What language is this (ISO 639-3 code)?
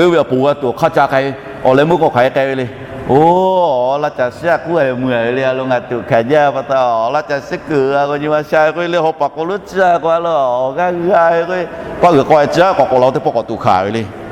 lhu